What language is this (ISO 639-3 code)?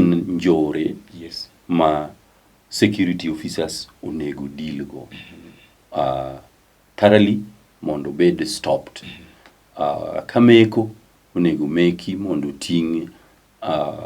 luo